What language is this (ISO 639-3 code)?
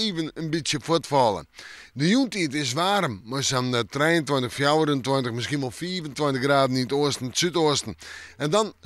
fry